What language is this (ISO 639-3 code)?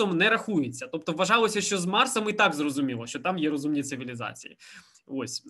ukr